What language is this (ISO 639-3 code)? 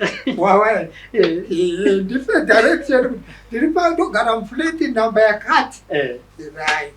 sna